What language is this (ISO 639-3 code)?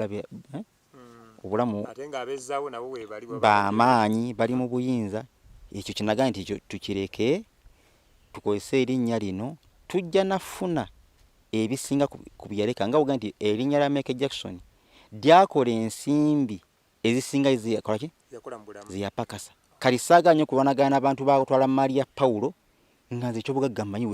lug